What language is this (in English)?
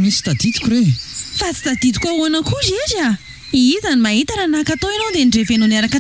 Malagasy